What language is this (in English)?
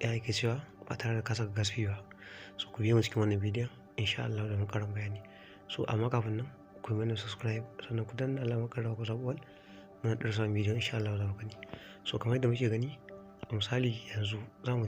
Hausa